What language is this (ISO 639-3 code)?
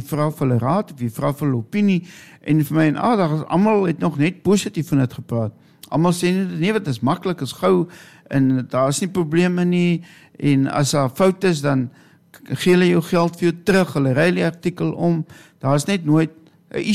afr